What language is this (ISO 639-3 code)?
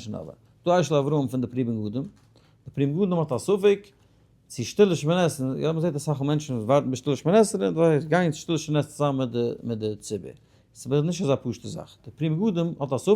yid